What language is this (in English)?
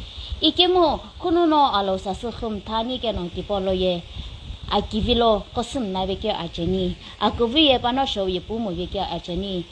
Sumi Naga